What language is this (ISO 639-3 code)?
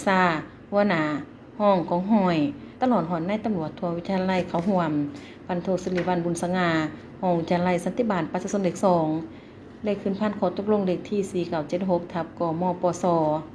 lao